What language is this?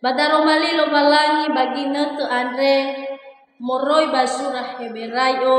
Nias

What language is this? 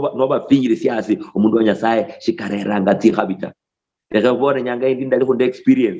Luyia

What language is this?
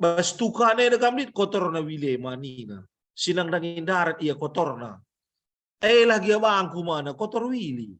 Batak Karo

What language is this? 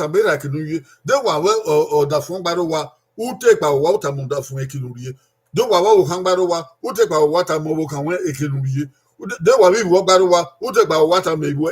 Bini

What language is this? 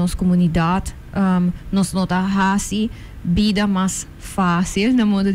Papiamento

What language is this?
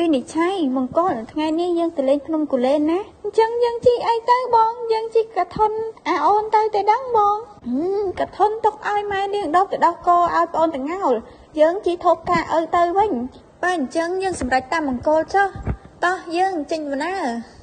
Khmer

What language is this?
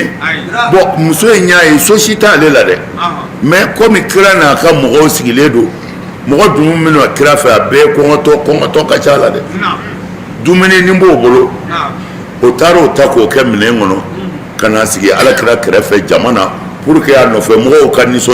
Bambara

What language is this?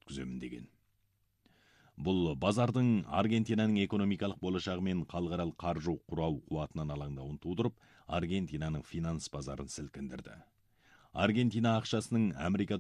Kazakh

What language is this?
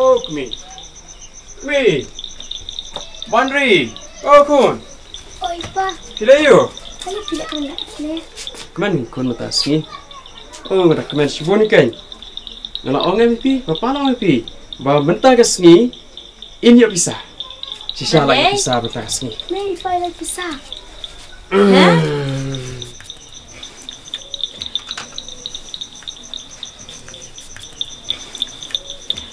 Khasi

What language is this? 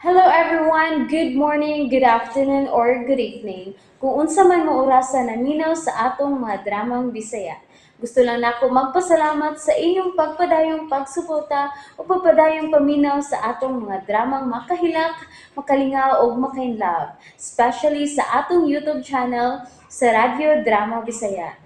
Cebuano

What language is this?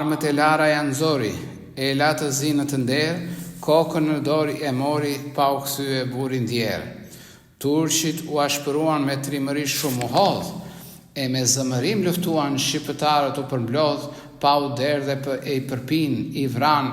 Albanian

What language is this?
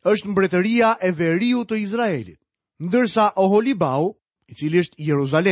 Albanian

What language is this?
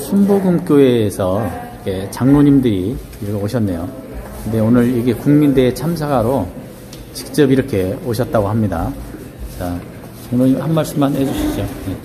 Korean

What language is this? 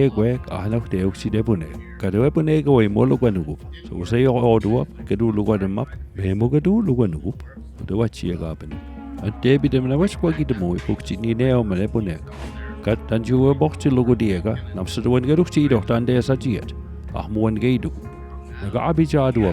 Mi'kmaw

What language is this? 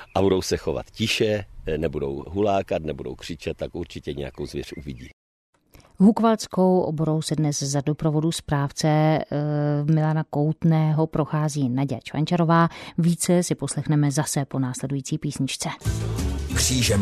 Czech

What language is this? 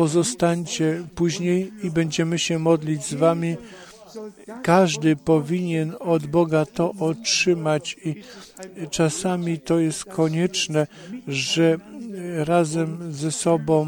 Polish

